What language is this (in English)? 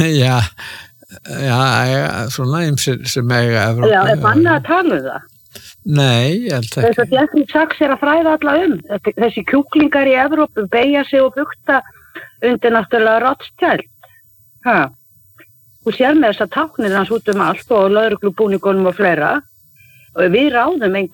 Icelandic